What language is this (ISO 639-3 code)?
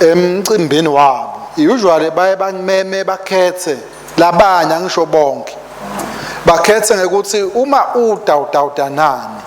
ssw